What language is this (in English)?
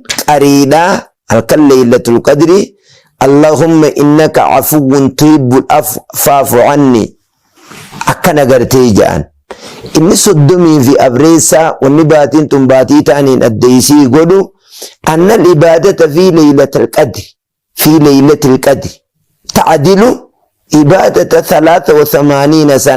Oromo